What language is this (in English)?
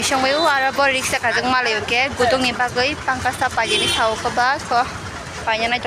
Kok Borok